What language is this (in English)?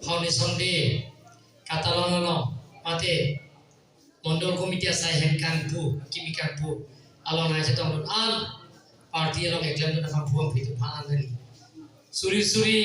Karbi